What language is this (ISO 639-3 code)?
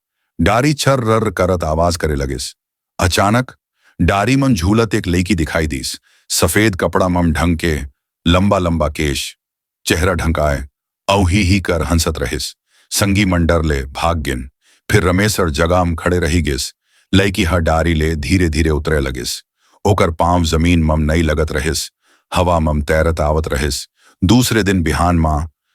hne